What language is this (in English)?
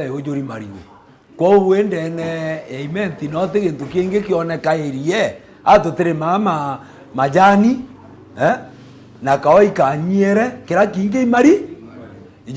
Meru